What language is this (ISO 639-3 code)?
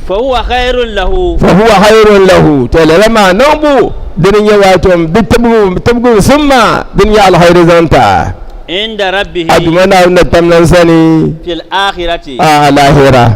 dag